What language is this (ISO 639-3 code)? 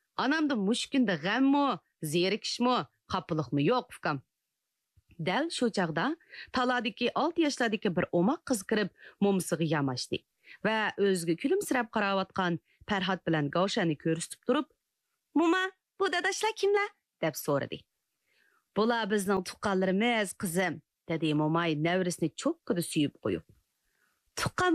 uig